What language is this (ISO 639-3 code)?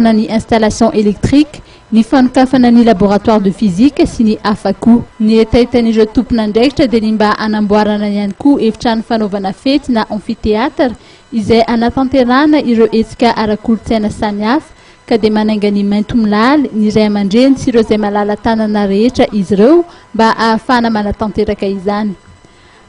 mlg